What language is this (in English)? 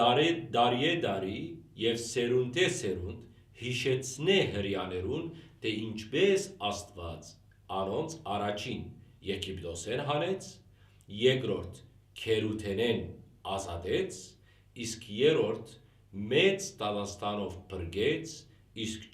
Western Armenian